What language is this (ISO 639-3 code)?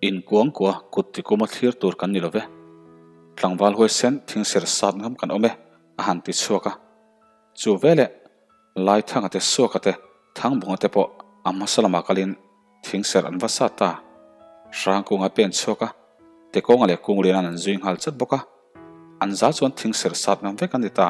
lus